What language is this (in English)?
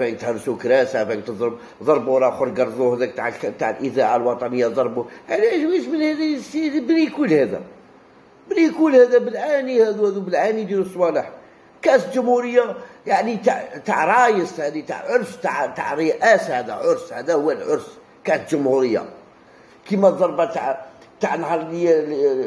Algerian Arabic